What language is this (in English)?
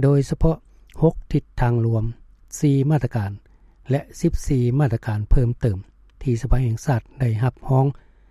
Lao